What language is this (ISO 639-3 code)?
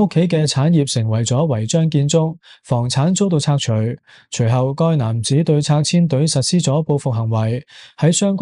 yue